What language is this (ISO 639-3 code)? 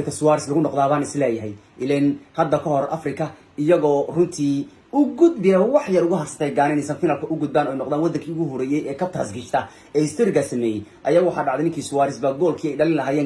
som